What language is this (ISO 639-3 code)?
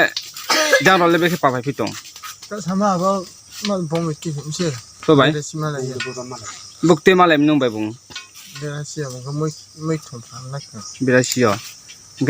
ria